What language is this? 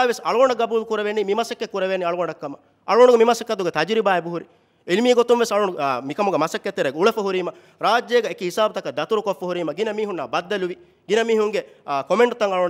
Divehi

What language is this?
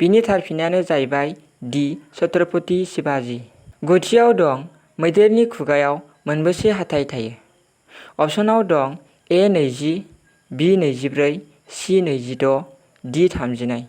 Bodo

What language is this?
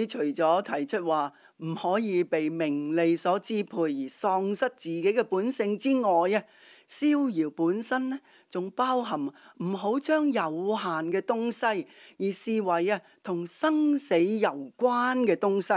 Cantonese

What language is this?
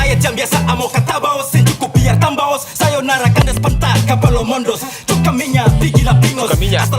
Ambonese Malay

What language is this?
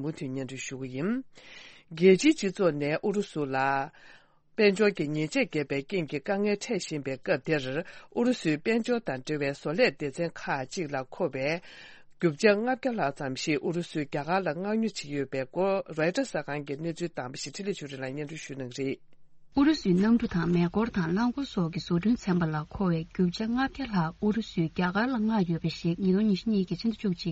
Tibetan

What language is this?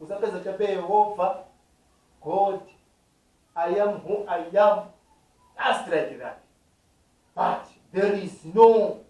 Nyanja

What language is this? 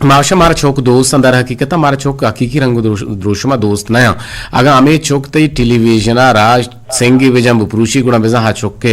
Eastern Balochi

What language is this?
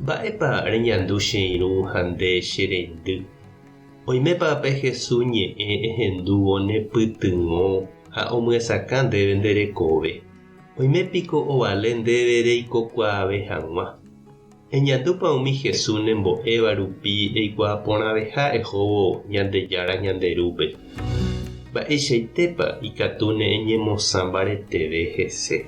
Guarani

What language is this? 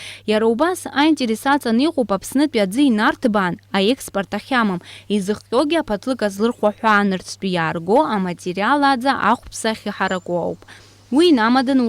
Abkhazian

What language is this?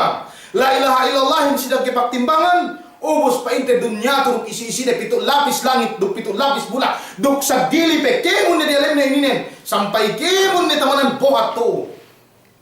Yakan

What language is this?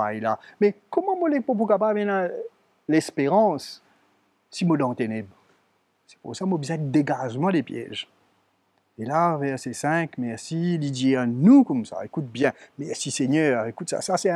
Morisyen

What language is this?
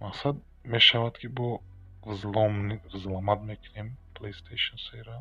Tajik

